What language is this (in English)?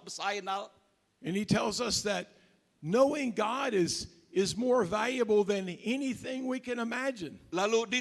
Iban